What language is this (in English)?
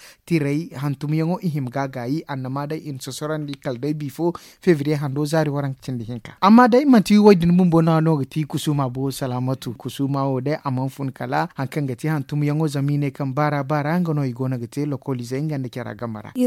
Zarma